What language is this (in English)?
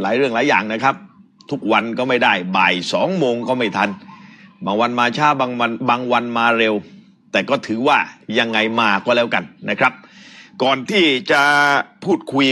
Thai